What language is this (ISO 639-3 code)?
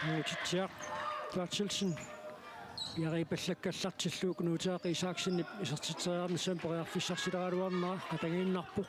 kal